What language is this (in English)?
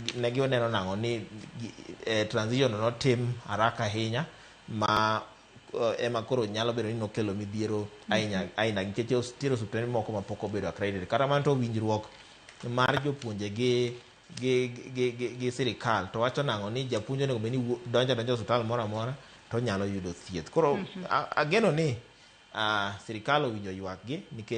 Luo (Kenya and Tanzania)